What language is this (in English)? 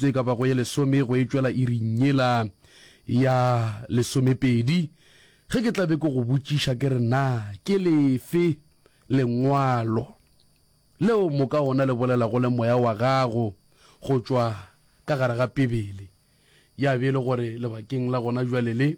Northern Sotho